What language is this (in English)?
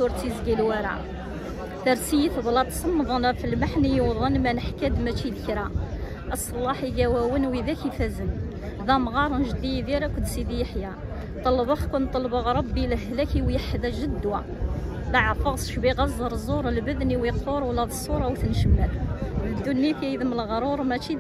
Kabyle